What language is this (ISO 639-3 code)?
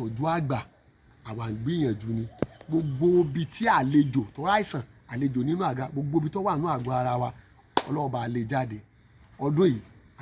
yor